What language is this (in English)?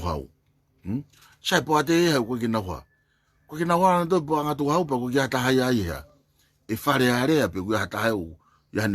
Tongan